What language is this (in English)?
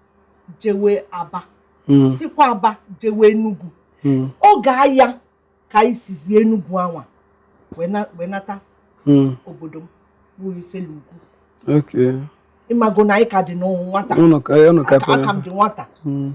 Igbo